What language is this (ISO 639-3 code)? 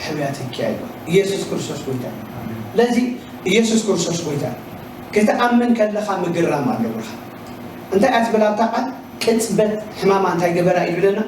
tir